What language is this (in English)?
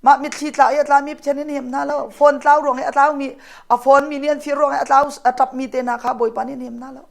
Hakha Chin